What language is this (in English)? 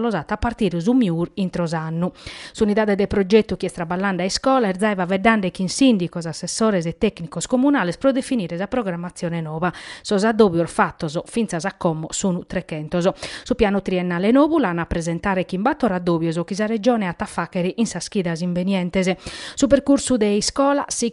Sardinian